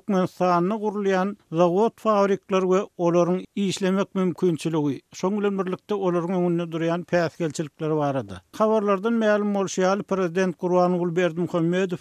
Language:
Turkmen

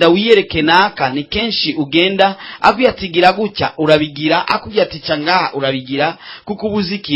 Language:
Rundi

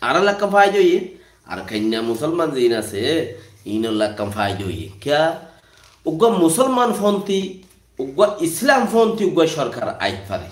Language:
Rohingya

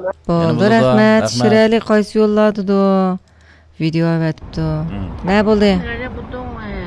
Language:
Uyghur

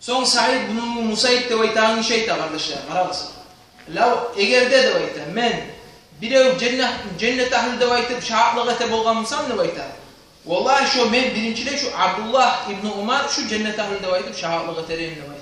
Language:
Kumyk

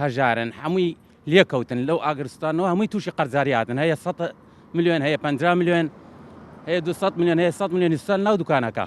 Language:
Central Kurdish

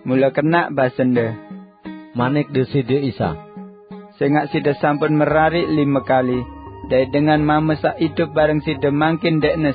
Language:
Sasak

